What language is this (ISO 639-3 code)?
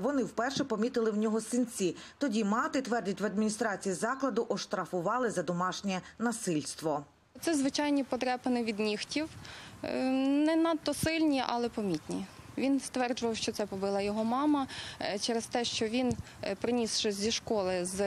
ukr